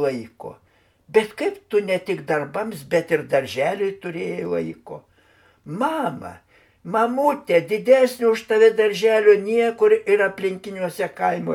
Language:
Lithuanian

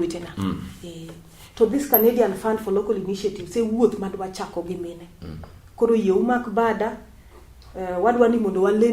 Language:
Luo (Kenya and Tanzania)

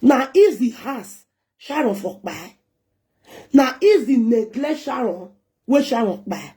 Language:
Nigerian Pidgin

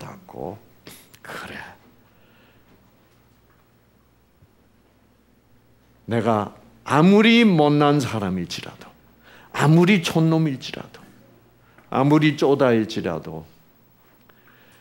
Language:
Korean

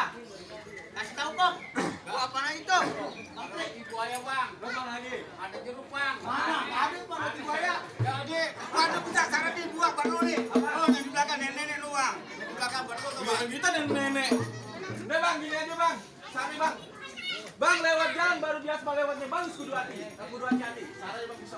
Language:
Betawi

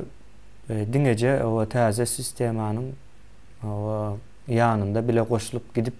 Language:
Turkmen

